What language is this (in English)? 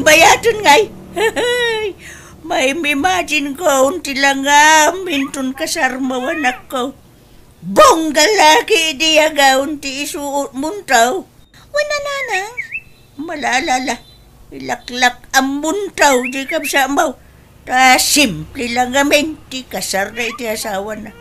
Iloko